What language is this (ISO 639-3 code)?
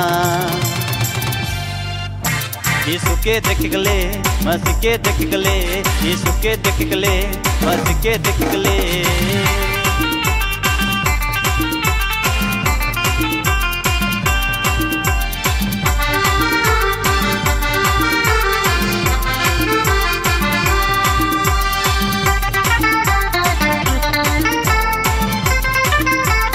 sck